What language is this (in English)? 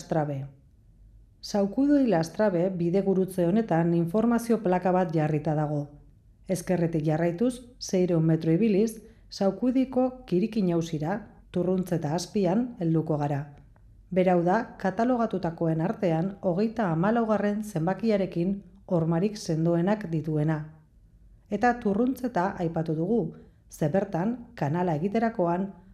Basque